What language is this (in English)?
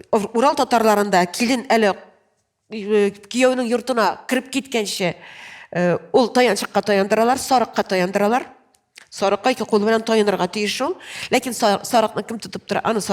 Tatar